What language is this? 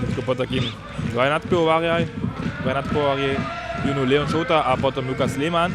Upper Sorbian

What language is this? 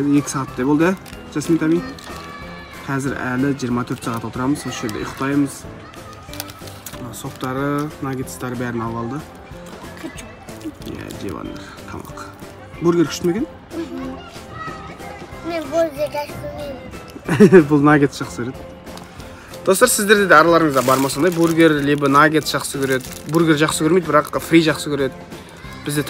Kazakh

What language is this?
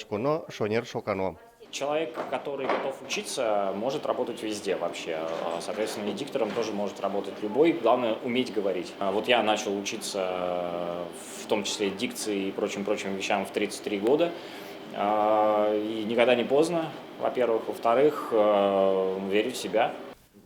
Udmurt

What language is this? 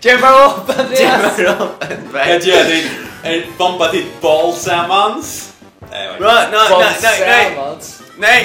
Faroese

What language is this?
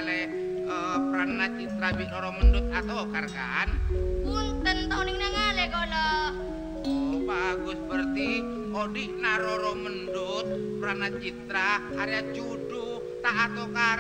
Madurese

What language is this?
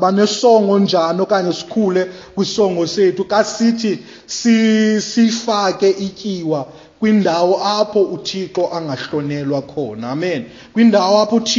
Xhosa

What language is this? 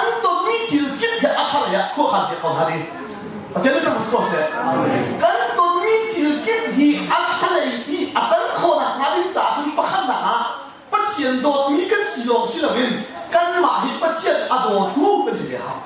Hakha Chin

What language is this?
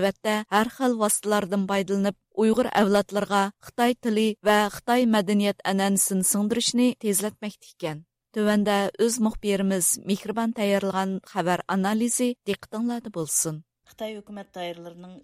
Uyghur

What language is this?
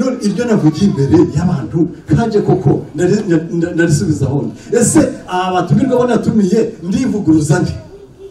Kinyarwanda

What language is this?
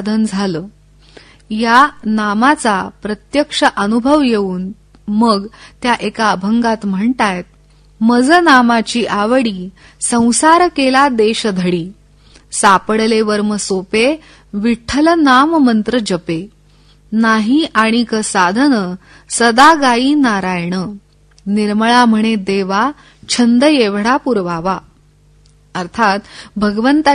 Marathi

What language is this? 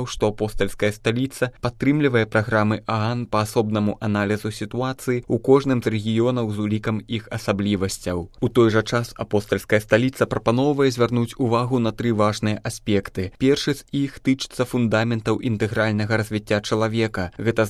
Belarusian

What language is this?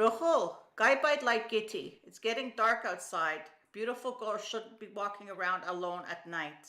Yiddish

